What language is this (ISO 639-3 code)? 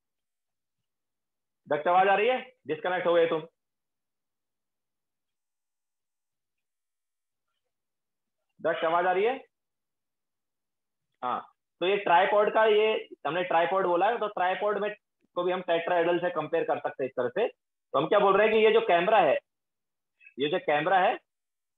hin